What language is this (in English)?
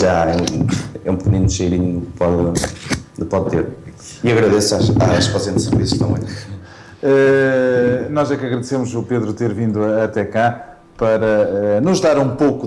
Portuguese